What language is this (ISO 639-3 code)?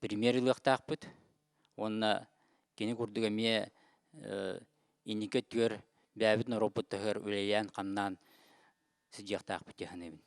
sah